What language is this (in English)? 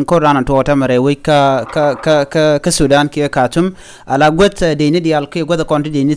Nuer